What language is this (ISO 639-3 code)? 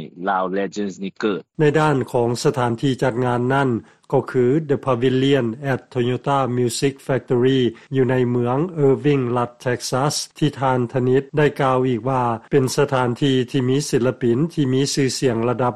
lao